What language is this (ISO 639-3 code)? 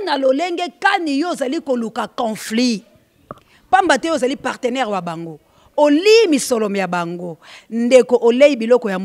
lin